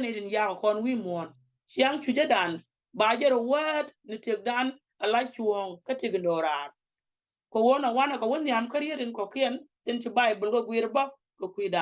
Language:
Nuer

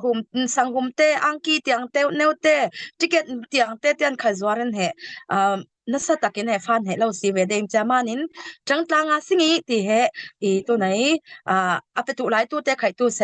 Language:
Falam Chin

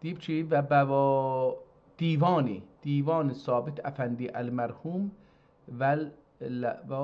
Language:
South Azerbaijani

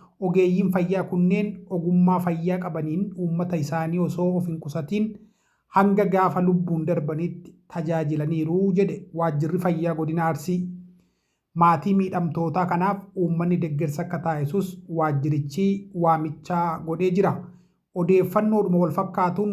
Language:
Oromo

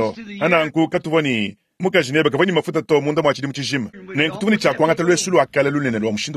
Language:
Luba-Lulua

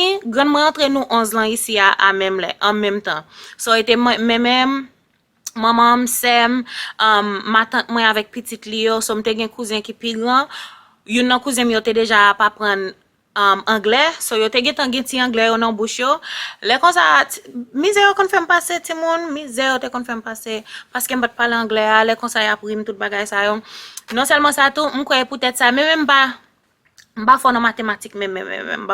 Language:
Haitian Creole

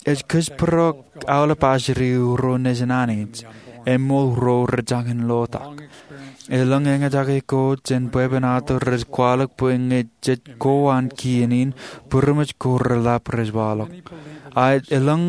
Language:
Marshallese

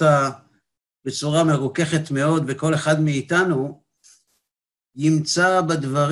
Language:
Hebrew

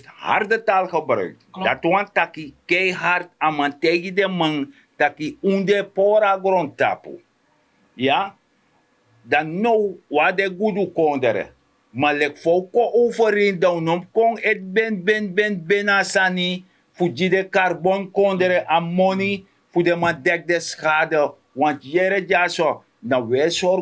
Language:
Sranan Tongo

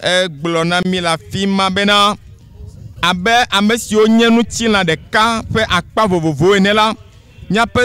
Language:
Ewe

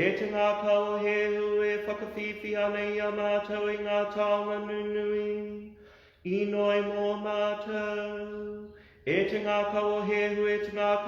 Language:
Māori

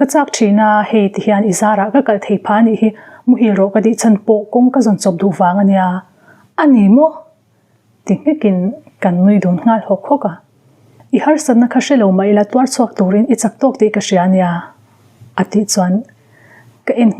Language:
Mizo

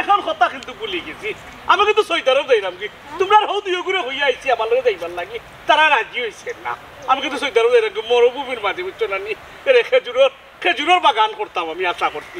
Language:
Sylheti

